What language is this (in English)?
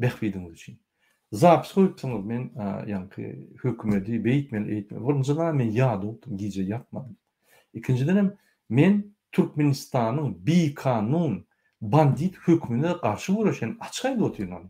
Turkmen